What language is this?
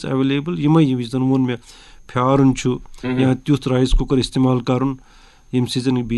Kashmiri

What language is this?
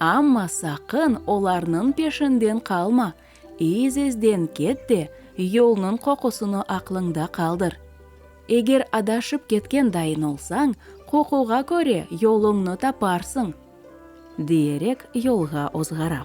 Crimean Tatar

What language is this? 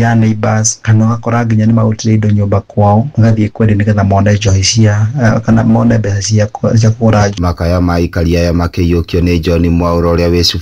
Kikuyu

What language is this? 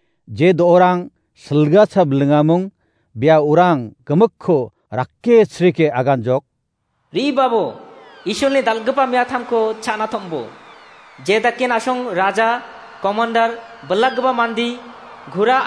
Garo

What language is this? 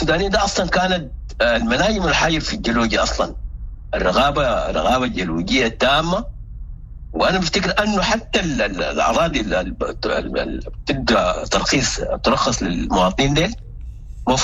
Sudanese Arabic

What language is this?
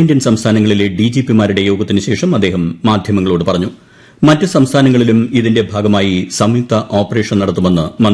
Malayalam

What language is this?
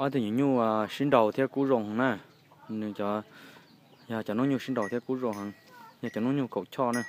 Hmong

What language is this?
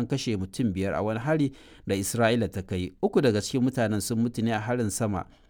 Hausa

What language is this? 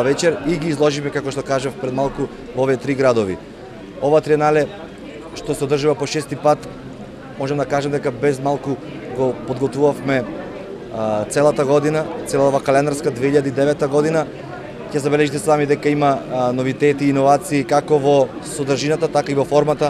Macedonian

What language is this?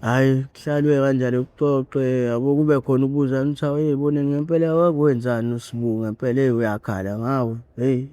Zulu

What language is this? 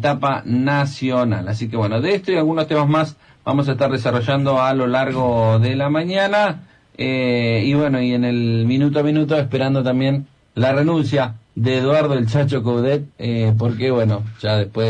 Spanish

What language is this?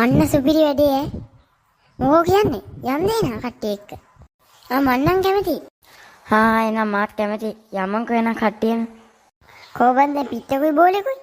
Sinhala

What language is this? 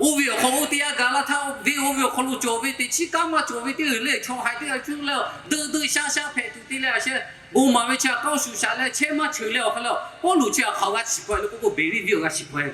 Lahu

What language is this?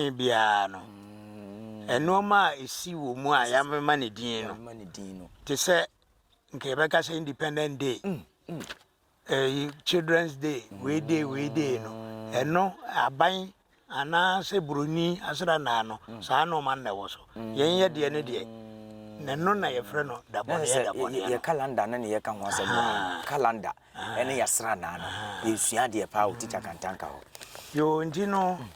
Akan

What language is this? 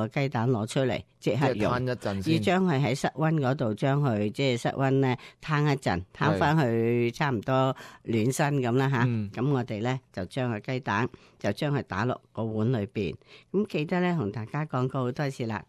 Cantonese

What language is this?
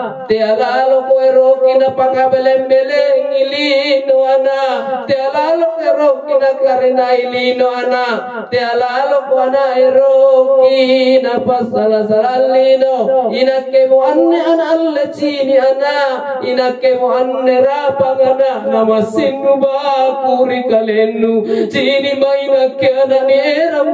Makasar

